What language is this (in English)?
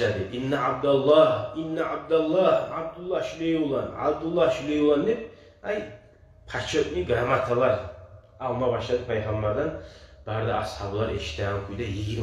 Kumyk